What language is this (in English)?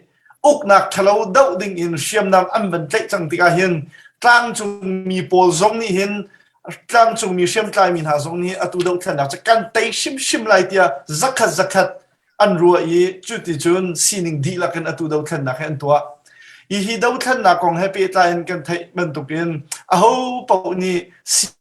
Hakha Chin